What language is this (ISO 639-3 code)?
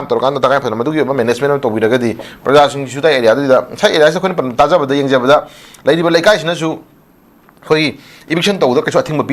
mni